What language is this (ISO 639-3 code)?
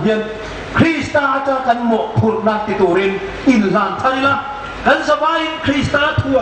hmr